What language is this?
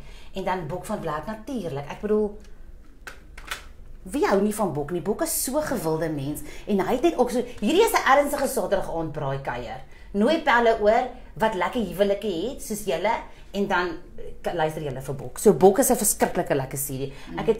Afrikaans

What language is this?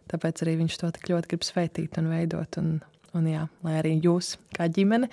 Latvian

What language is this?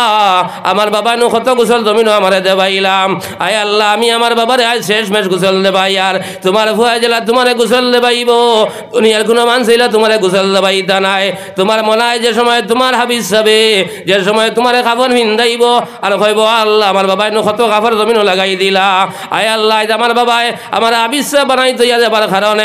Sylheti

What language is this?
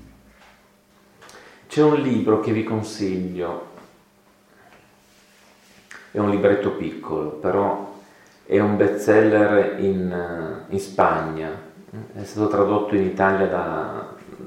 Italian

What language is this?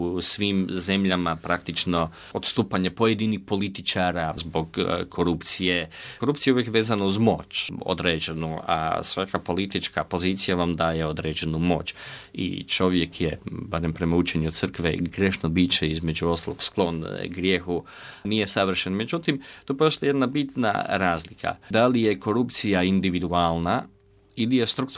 Croatian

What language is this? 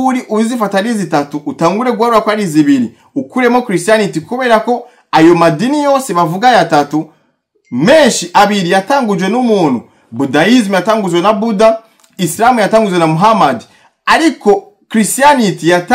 Rundi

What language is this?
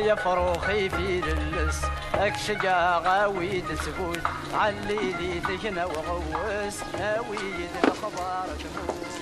Kabyle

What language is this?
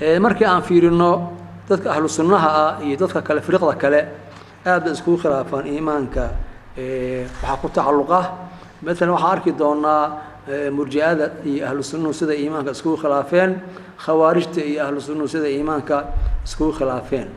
Somali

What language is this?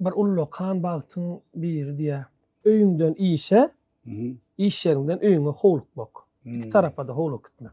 Turkmen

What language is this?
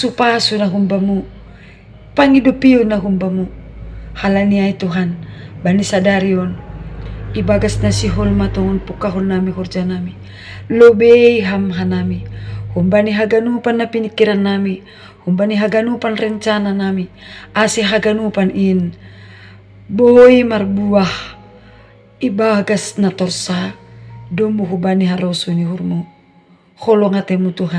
Batak Simalungun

